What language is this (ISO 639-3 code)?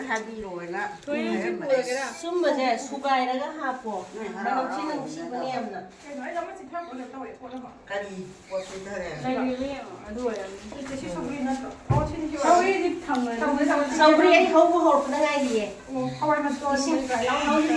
mni